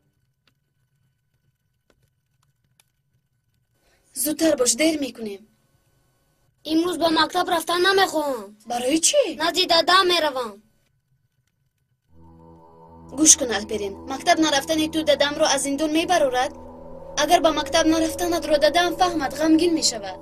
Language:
Tajik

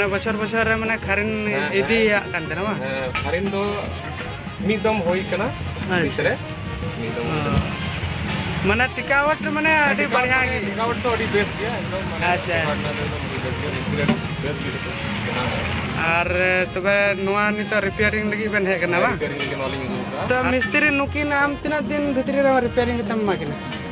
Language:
Santali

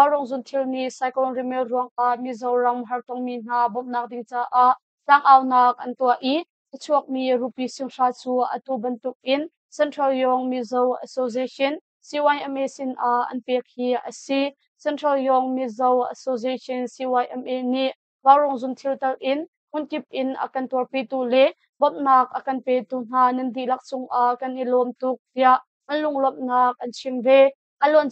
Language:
Hakha Chin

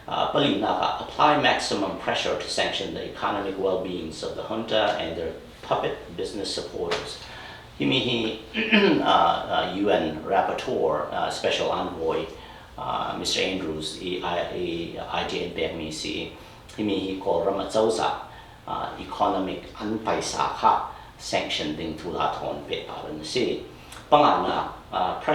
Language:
Hakha Chin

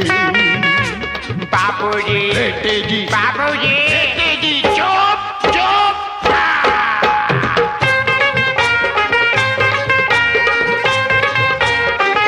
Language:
Hindi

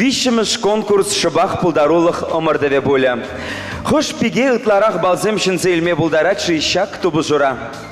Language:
Chuvash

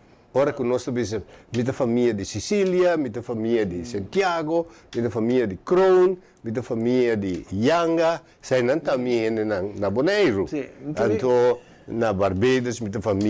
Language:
Papiamento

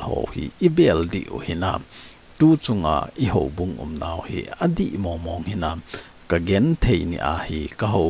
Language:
Thado Chin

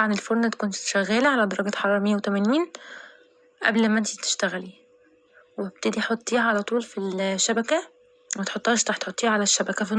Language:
Egyptian Arabic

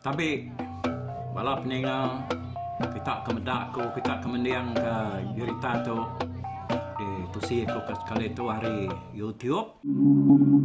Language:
Iban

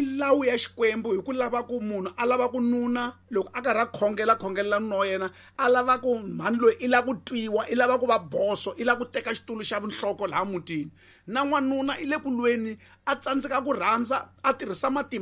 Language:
Tsonga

